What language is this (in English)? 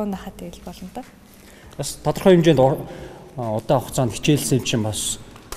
Mongolian